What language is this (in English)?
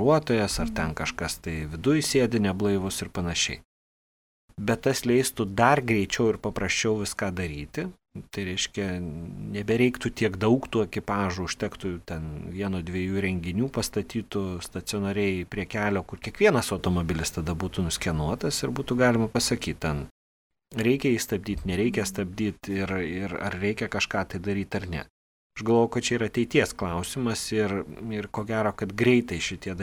Lithuanian